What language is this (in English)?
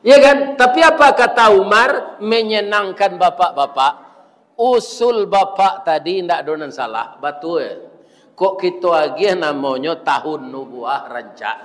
Minangkabau